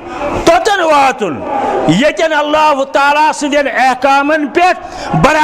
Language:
Kashmiri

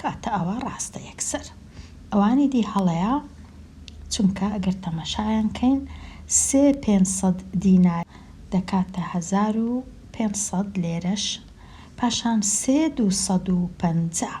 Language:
Central Kurdish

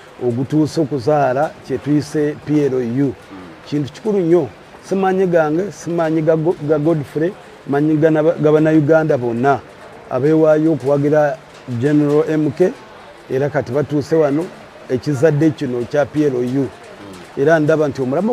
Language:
Ganda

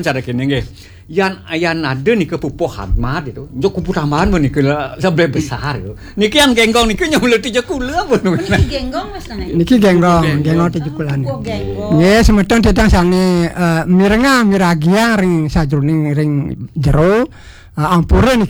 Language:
Balinese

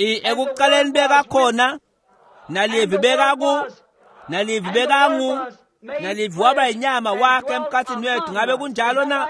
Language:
Swati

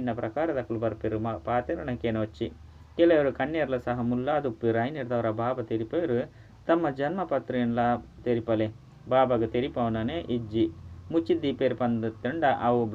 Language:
Tulu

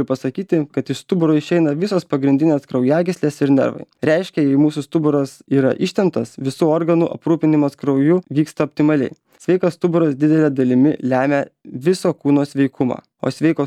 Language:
Lithuanian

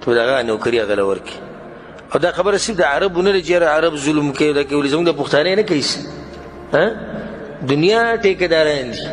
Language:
Pashto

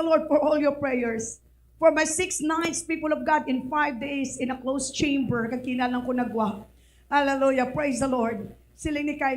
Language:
Hiligaynon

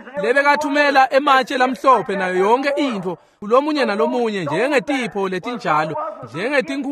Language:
Swati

